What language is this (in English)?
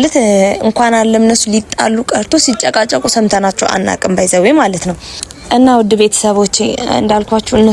Amharic